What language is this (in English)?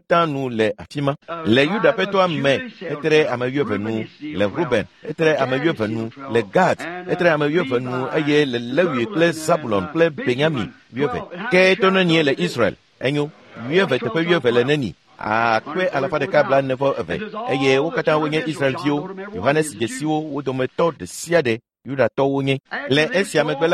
Ewe